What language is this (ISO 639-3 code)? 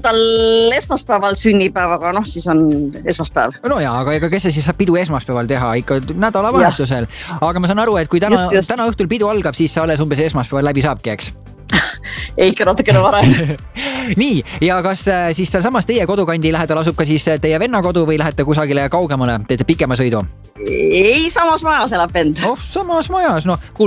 est